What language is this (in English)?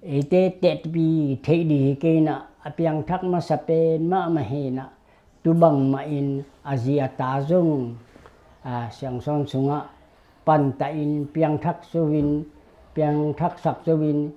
Tedim Chin